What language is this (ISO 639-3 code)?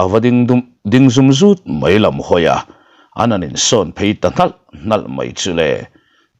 lus